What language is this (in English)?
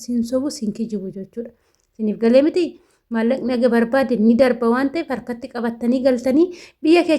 Oromo